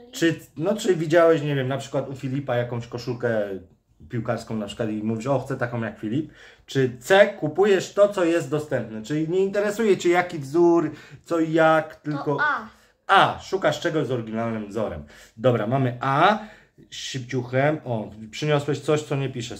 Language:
Polish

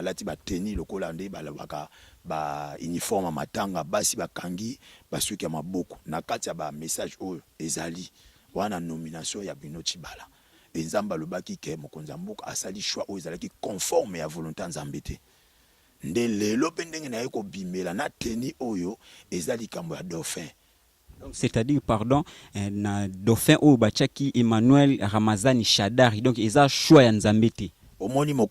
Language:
Lingala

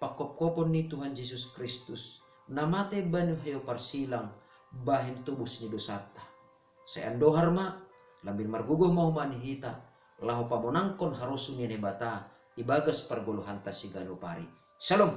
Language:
Batak Simalungun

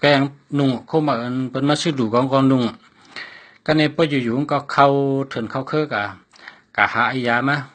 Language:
Shan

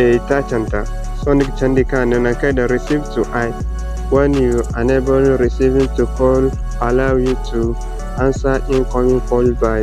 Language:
Zarma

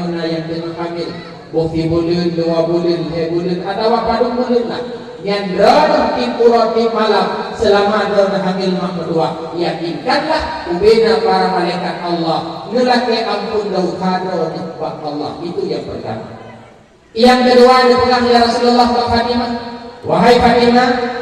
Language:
Achinese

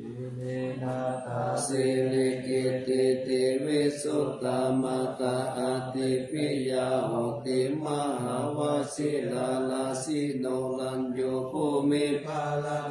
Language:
Pali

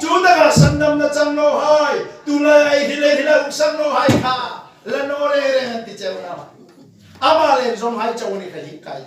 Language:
Hmar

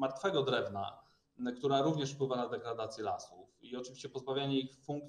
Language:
Polish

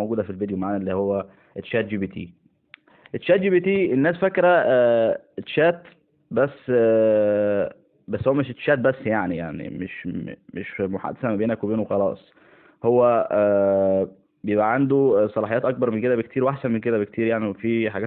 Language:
Egyptian Arabic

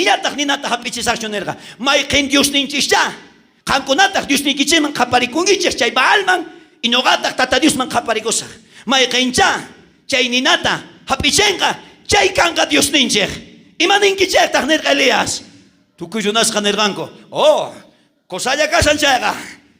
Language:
South Bolivian Quechua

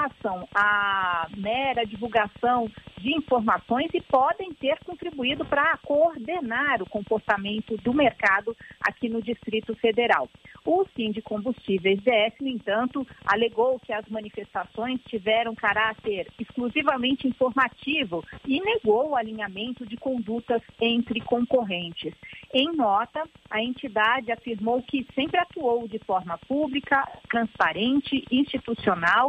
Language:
Portuguese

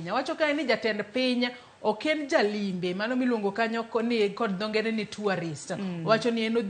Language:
Luo (Kenya and Tanzania)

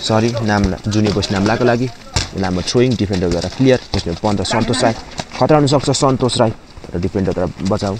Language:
Nepali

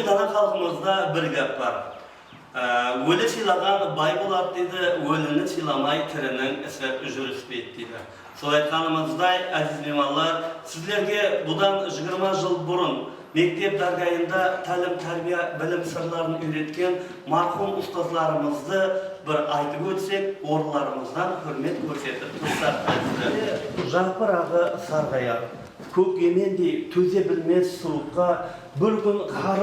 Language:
Kara-Kalpak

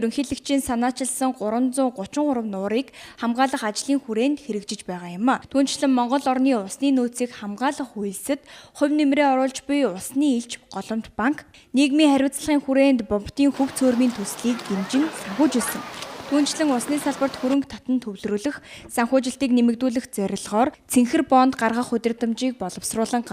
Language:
Mongolian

